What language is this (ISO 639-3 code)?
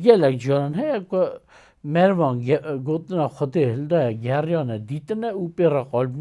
kur